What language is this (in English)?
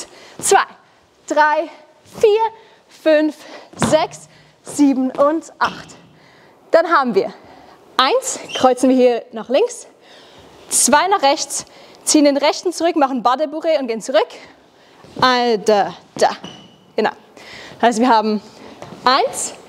Swiss German